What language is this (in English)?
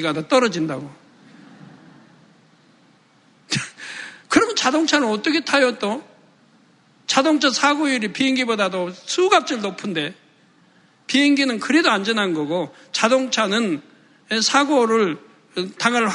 Korean